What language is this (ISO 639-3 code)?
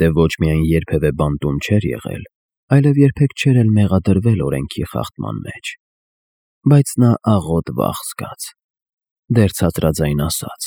hye